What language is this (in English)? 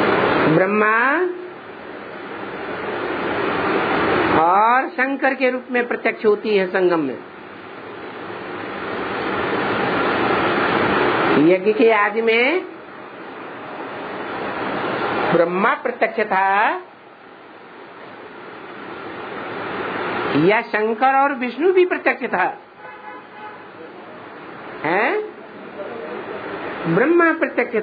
Hindi